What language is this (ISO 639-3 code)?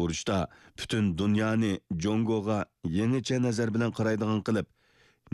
uig